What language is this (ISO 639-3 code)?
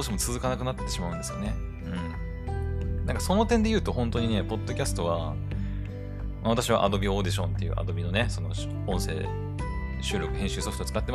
jpn